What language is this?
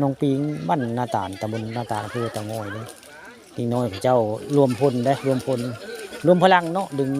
Northeastern Thai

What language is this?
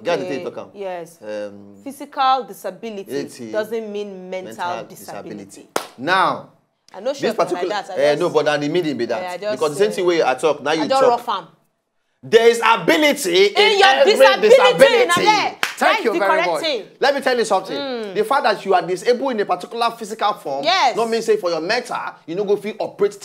Nigerian Pidgin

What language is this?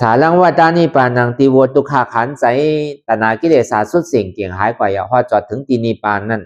Lü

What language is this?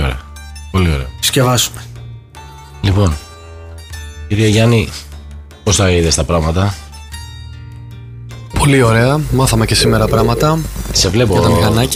Greek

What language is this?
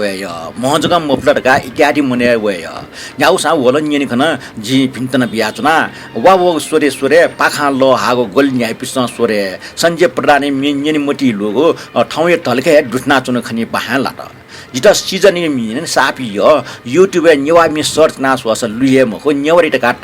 Newari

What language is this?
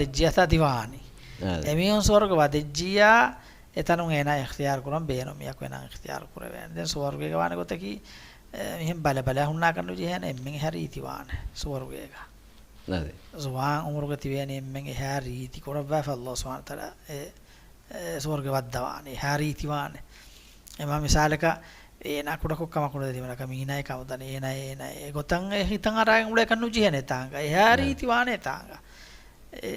Divehi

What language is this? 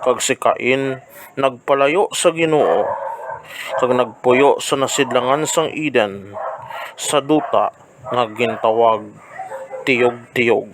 Hiligaynon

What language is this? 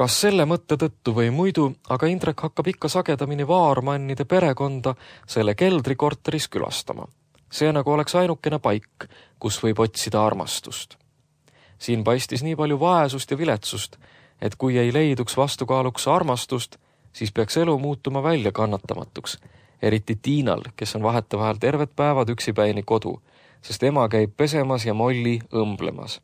Estonian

